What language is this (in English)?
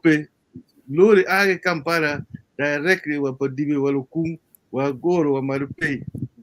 Acoli